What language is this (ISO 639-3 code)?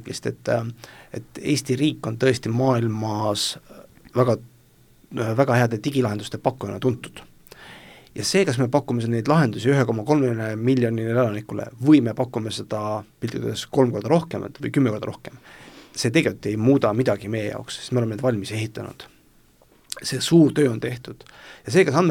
est